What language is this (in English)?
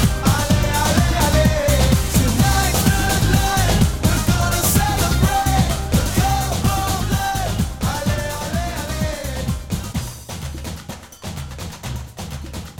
Turkish